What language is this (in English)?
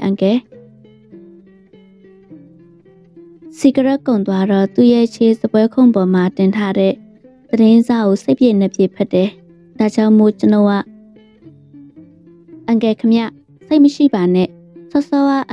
Burmese